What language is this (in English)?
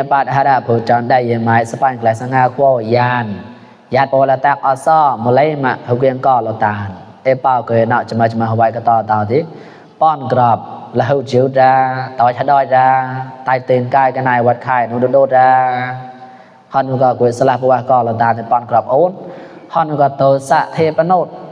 Mon